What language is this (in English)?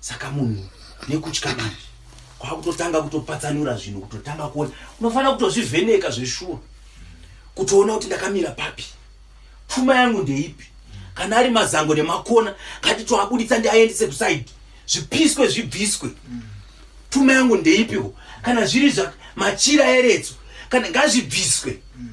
Shona